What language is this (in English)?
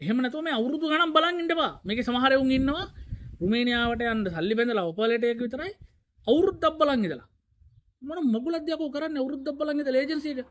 Sinhala